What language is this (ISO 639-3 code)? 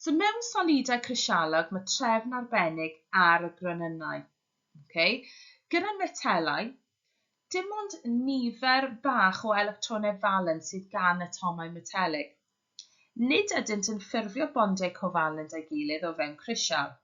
cym